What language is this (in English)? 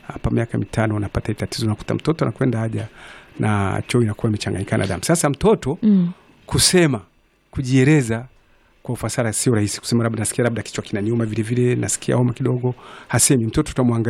Swahili